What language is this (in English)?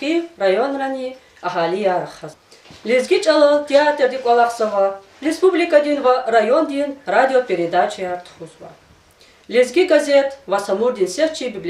Lezghian